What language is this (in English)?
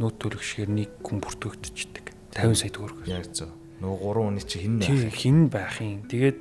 Mongolian